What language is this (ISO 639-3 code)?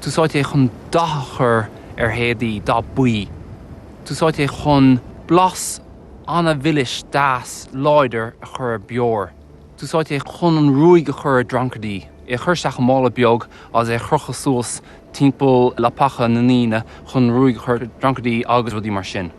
gle